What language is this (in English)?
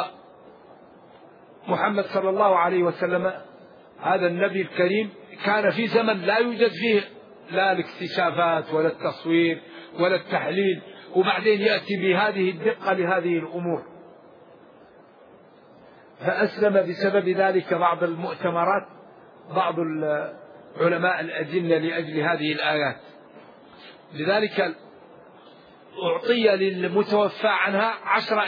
Arabic